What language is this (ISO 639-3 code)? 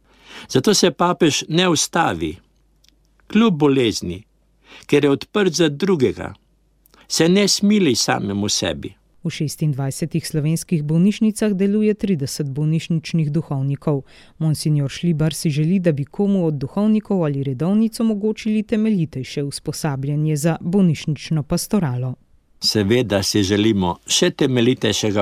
slv